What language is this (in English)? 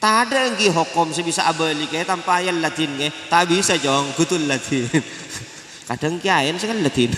Madurese